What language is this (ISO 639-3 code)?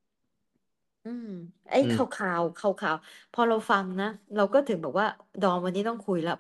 tha